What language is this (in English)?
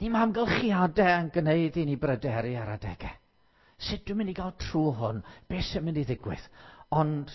Welsh